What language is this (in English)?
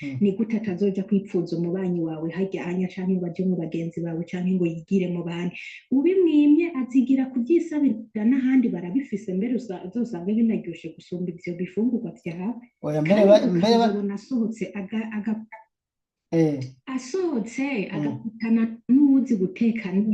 Rundi